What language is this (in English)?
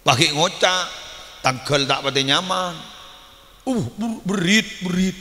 Madurese